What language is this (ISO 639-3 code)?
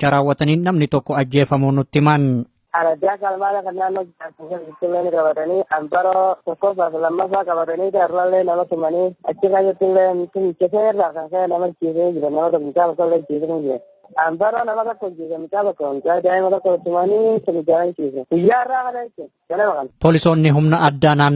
orm